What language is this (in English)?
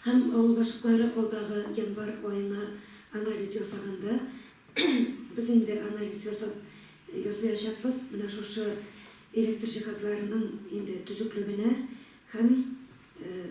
Tatar